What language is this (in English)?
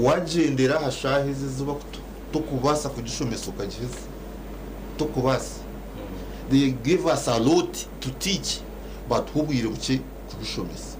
Nyankole